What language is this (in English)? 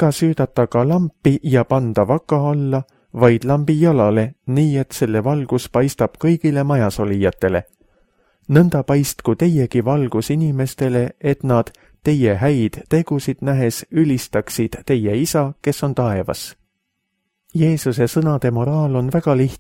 Estonian